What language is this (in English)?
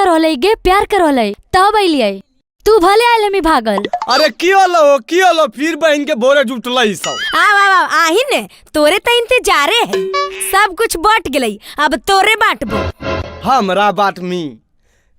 Magahi